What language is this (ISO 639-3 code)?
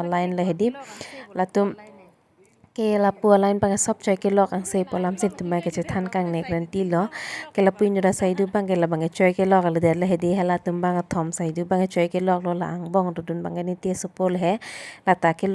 mjw